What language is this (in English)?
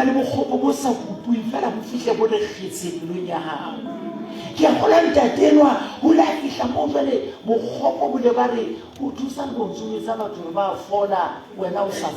Southern Sotho